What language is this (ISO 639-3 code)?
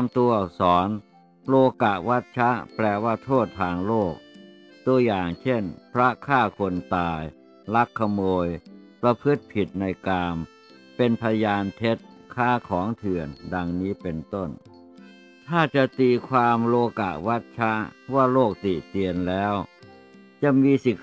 tha